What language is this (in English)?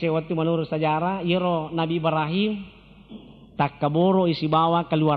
Buginese